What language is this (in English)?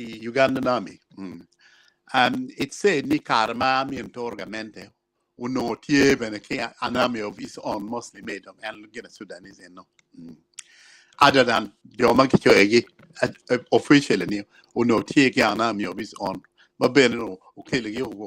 Acoli